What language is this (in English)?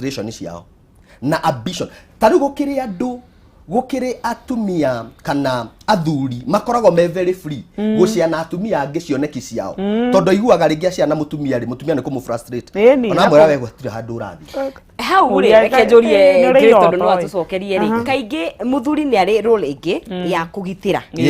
Kikuyu